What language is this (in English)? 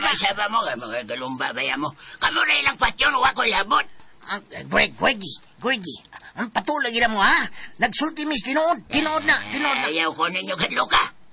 Cebuano